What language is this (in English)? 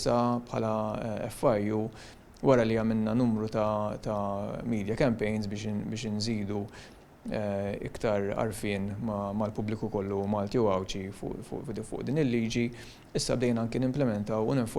Maltese